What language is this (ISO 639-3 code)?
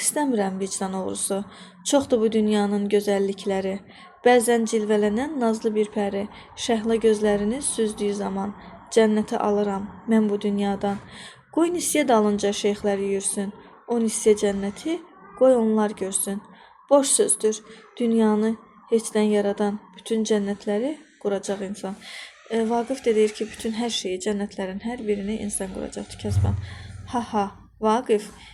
aze